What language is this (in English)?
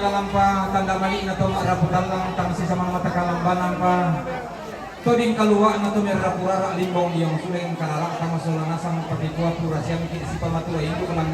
Toraja-Sa'dan